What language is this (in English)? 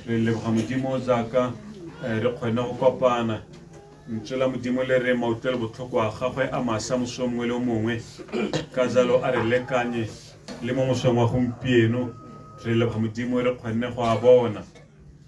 Tswana